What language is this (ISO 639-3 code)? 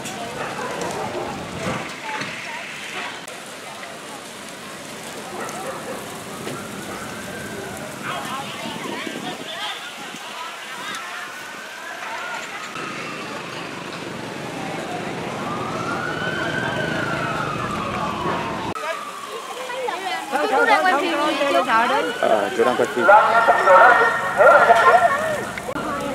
vie